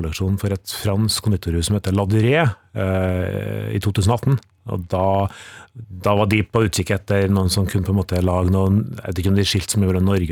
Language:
Norwegian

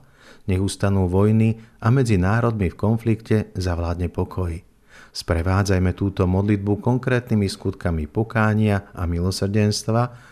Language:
Slovak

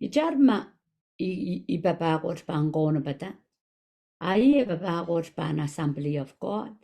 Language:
Pohnpeian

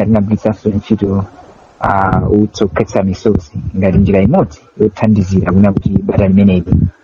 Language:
Nyanja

